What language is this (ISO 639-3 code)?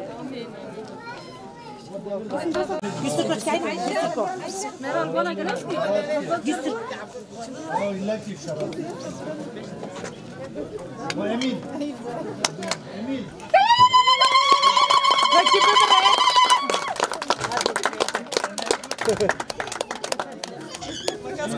tur